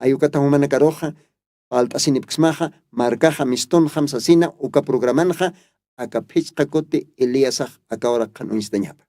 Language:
Aymara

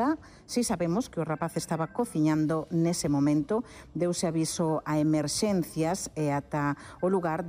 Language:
Galician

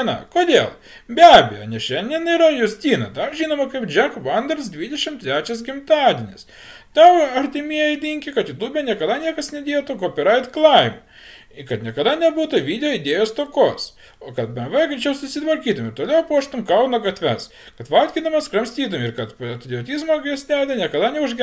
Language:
Lithuanian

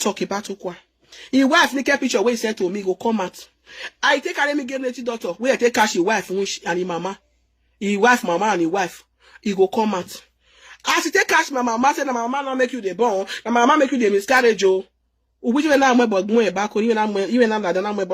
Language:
Nigerian Pidgin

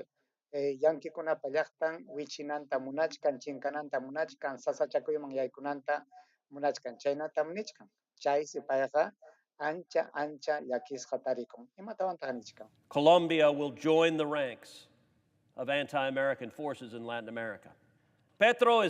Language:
Ayacucho Quechua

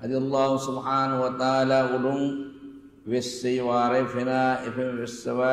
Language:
Divehi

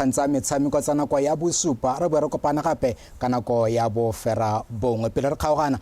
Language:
Tswana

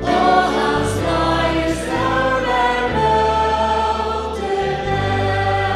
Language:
Faroese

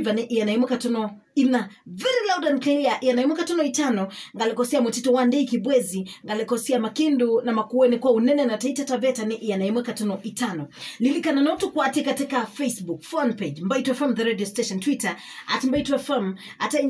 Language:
Kamba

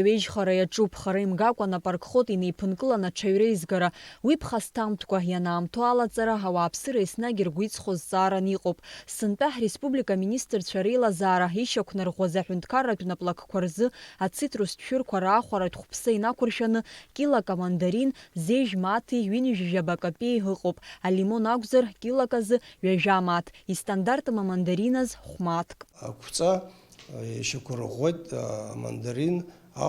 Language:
Abkhazian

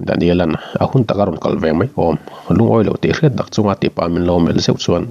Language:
Mizo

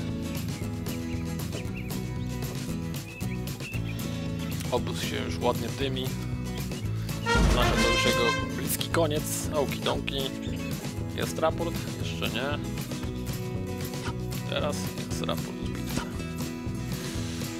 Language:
Polish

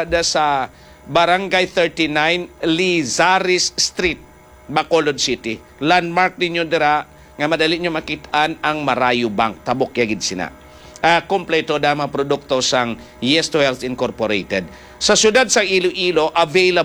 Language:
Hiligaynon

